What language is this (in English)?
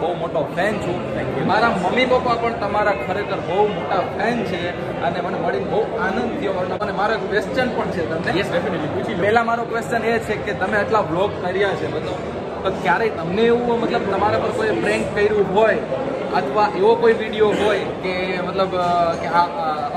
Gujarati